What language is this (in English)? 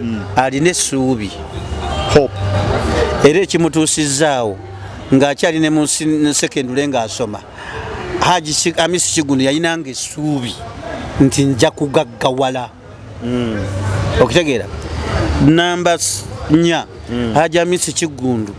Ganda